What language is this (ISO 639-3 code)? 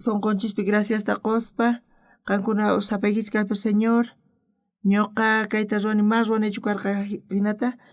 quh